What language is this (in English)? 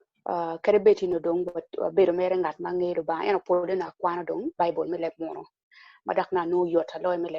Acoli